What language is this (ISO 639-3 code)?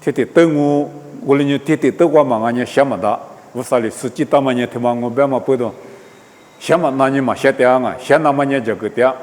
lis